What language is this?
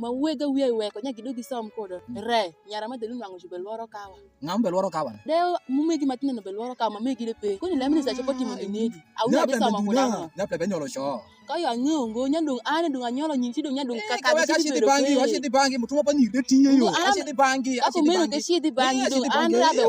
Alur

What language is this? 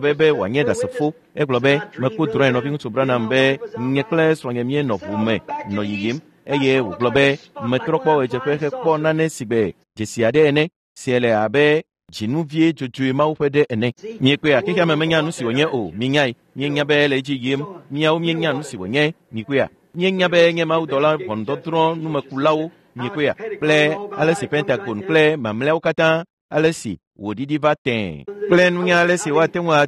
Ewe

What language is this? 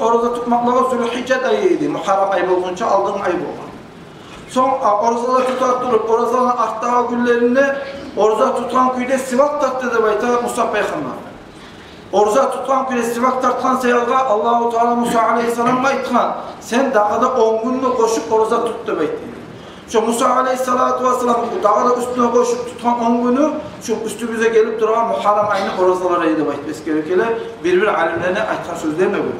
Kumyk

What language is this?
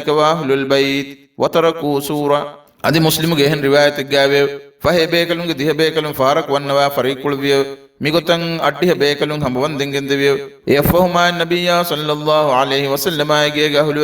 Divehi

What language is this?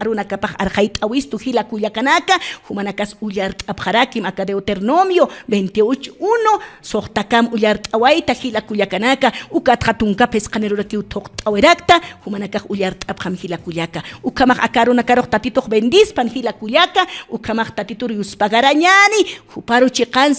Aymara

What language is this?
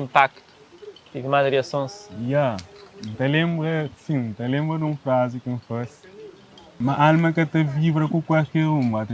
Kabuverdianu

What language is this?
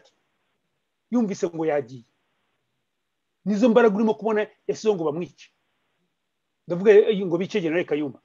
Kinyarwanda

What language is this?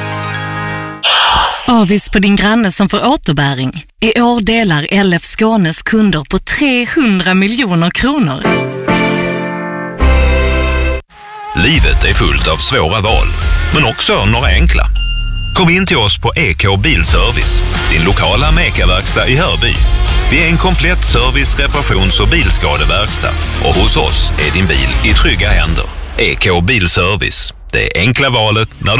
Swedish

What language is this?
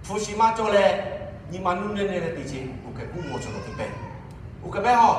Lahu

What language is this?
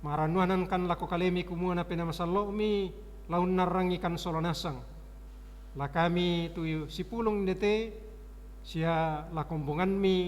Toraja-Sa'dan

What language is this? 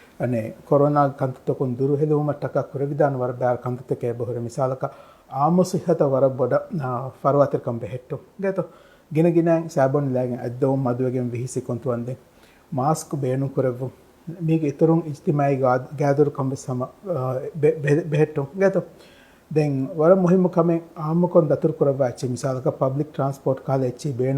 Divehi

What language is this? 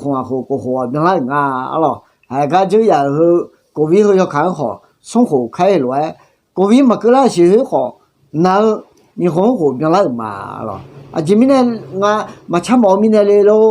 Akha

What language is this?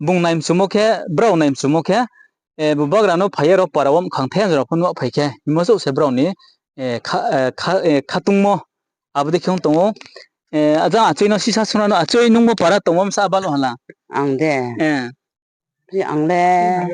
Riang (India)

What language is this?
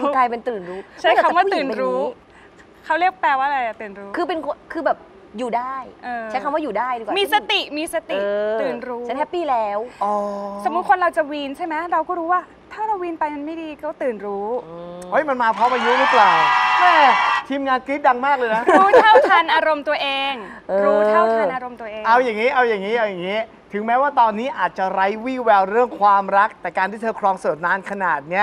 Thai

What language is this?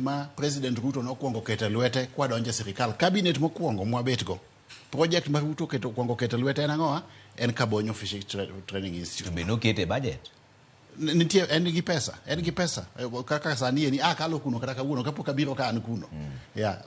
Luo (Kenya and Tanzania)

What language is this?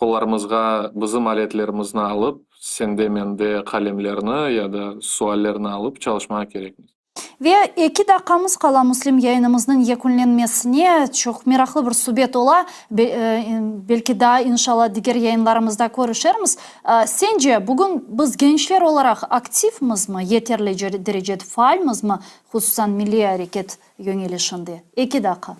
Crimean Tatar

